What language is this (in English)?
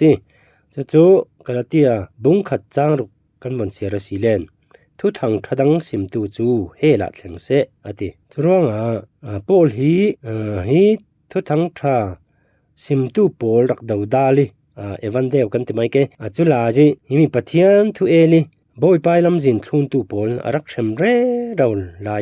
Falam Chin